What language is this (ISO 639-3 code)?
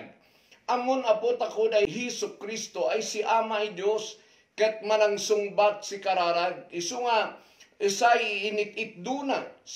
kne